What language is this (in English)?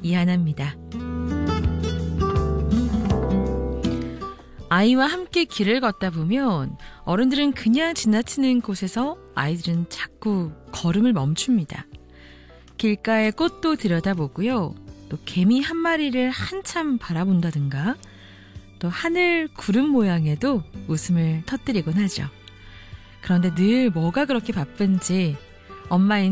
Korean